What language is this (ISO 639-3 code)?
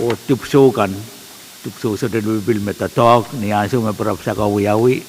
pon